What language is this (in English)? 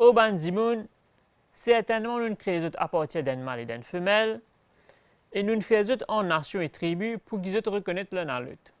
Morisyen